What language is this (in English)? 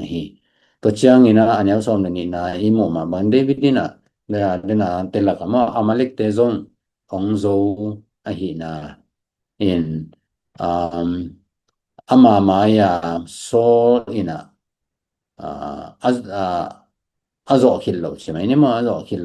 Tedim Chin